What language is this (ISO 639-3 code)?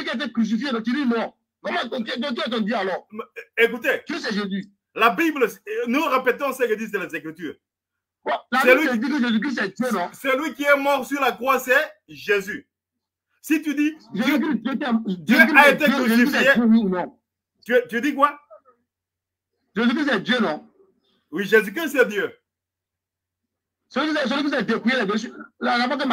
fra